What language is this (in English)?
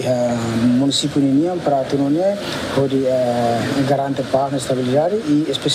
Tetum